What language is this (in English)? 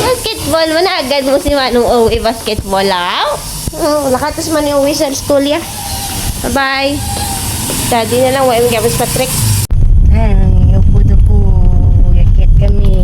Hiligaynon